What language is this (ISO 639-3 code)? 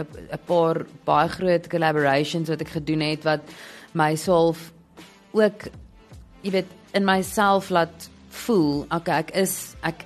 afr